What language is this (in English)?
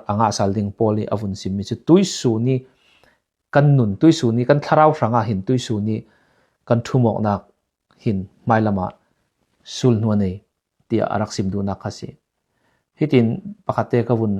Falam Chin